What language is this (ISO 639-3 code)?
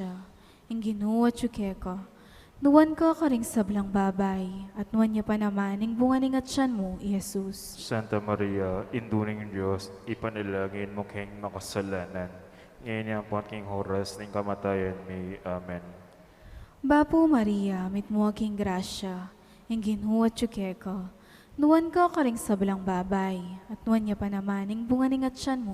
pam